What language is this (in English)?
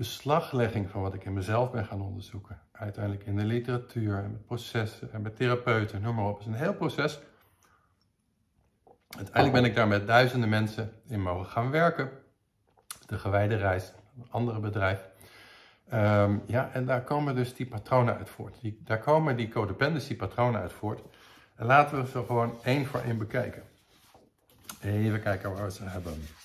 Dutch